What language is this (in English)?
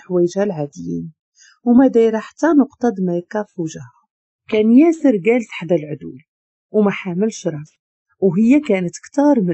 Moroccan Arabic